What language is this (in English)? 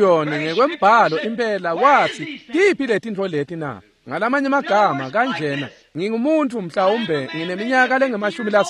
Swati